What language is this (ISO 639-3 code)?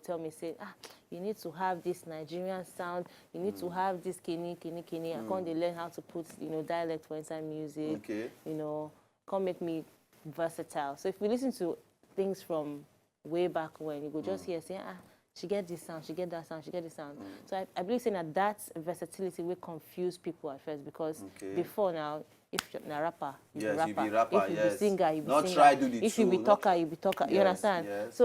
pcm